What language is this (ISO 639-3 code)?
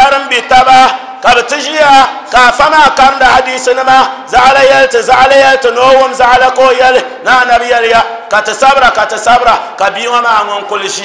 dag